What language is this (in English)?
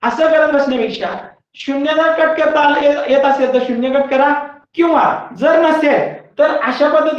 Marathi